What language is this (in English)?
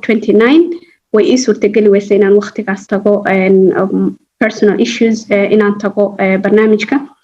Somali